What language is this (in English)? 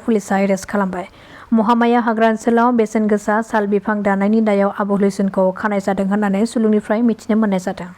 Bodo